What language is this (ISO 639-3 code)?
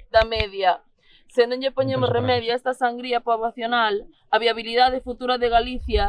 glg